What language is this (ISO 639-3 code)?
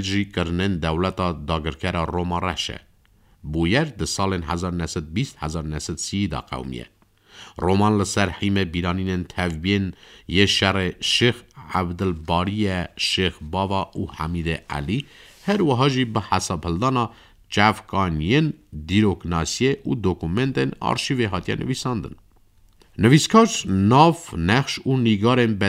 kur